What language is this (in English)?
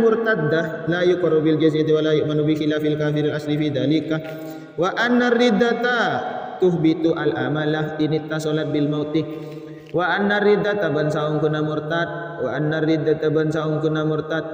Madurese